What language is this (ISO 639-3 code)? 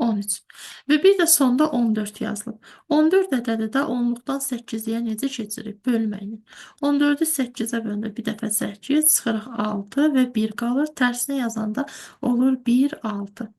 aze